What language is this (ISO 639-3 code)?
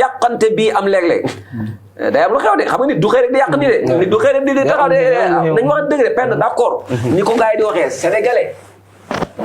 wol